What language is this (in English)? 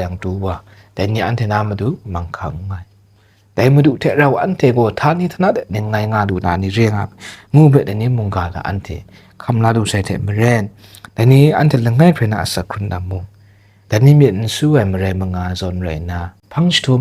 Kachin